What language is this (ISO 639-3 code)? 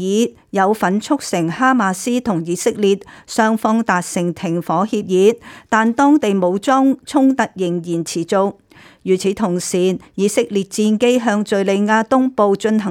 yue